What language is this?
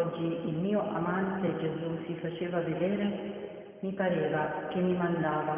Italian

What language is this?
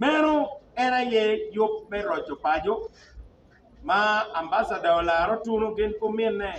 Acoli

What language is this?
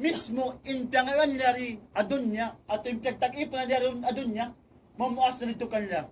Tausug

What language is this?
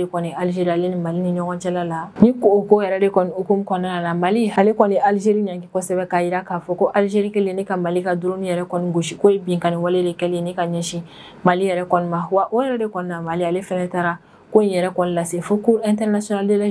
Bambara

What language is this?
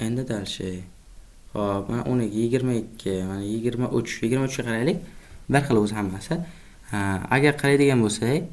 Uzbek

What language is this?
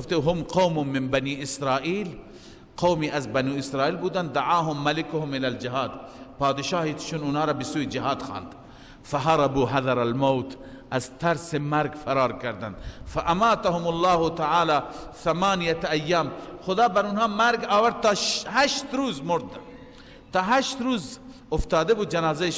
Persian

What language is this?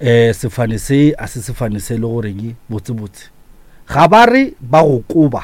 Northern Sotho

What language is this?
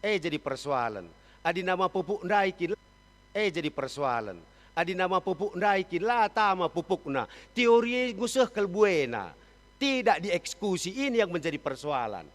Batak Karo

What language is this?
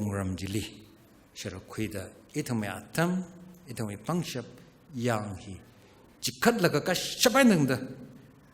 Tangkhul Naga (India)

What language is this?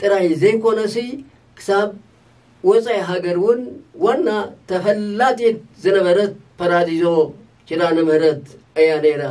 Tigrinya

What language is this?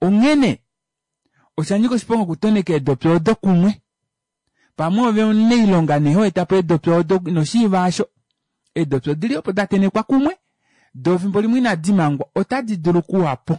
Kuanyama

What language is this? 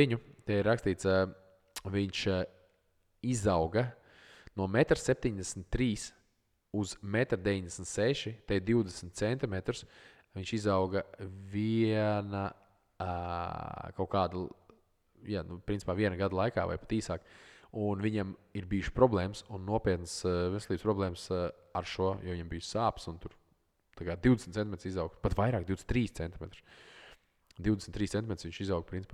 Latvian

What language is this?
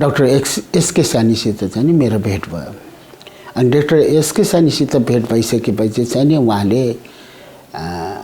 Nepali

